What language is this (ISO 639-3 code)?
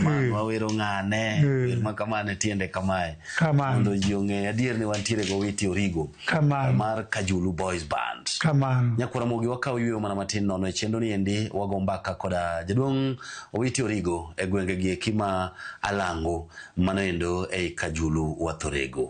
luo